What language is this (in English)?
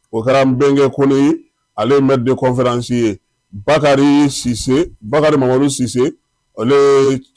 Bambara